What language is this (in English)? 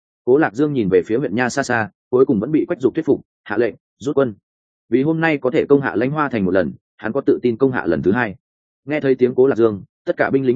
Vietnamese